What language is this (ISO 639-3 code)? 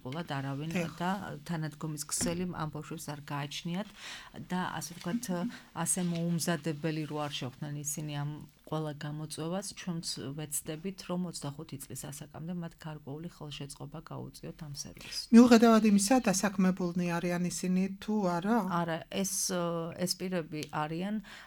kat